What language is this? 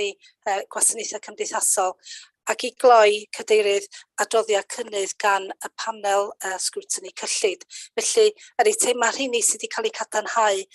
Welsh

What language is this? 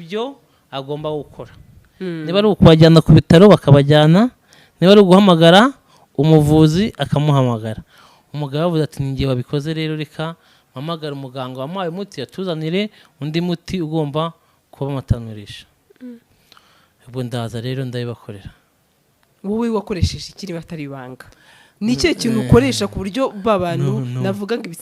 Kinyarwanda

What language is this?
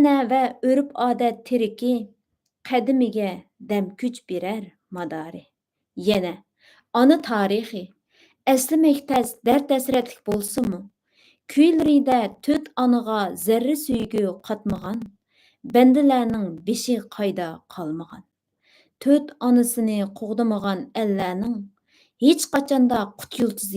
Uyghur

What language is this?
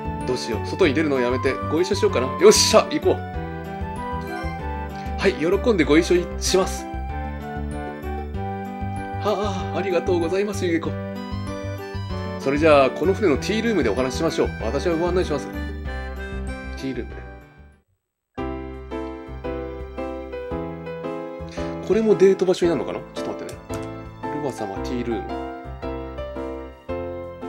Japanese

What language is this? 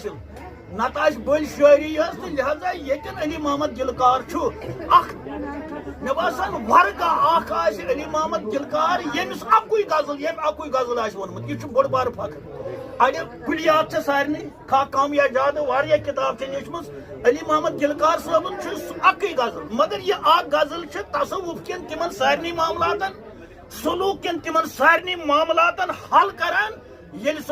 Kashmiri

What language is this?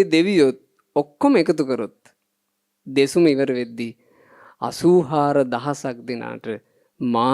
Sinhala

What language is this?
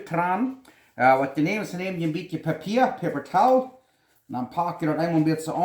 Plautdietsch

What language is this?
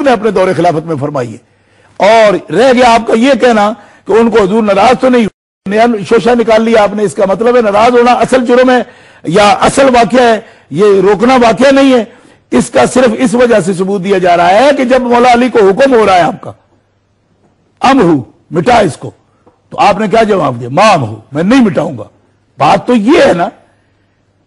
Urdu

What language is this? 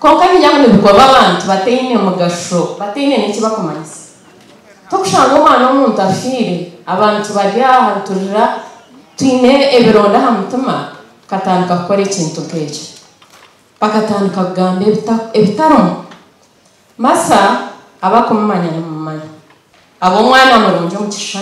Nyankole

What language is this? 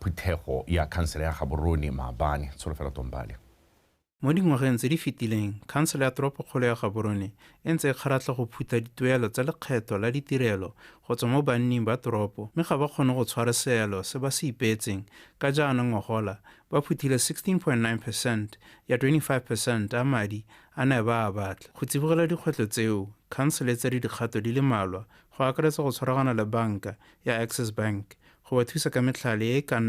Tswana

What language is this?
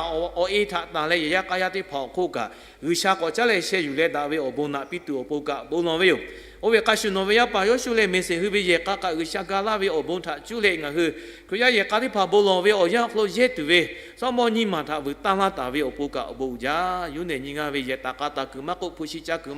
Lahu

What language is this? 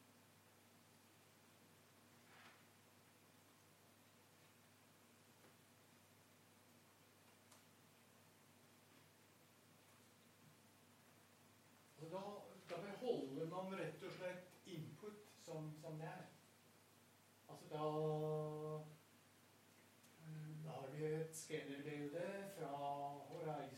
Norwegian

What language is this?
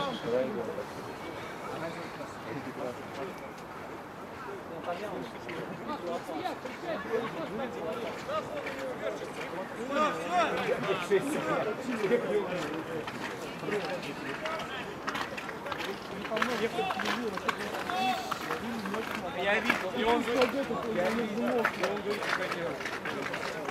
Russian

